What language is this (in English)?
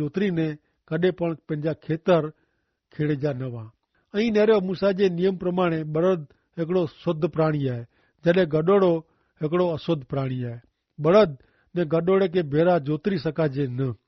Kachhi